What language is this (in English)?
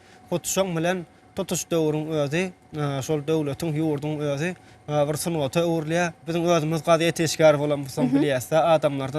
Turkmen